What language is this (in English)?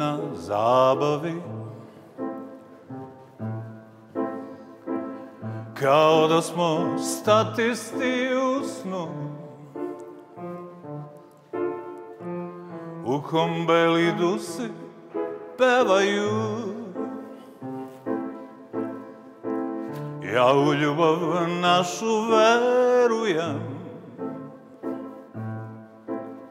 Serbian